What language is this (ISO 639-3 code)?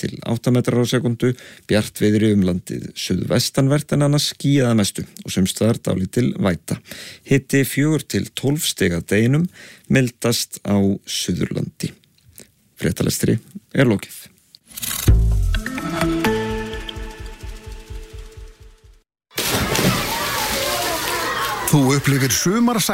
isl